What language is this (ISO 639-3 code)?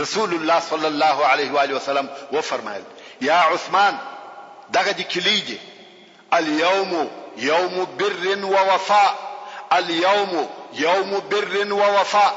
pus